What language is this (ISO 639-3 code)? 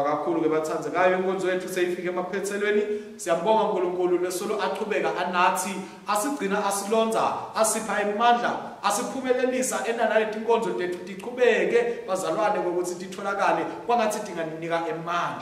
ssw